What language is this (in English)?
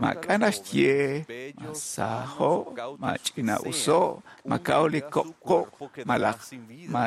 Kekchí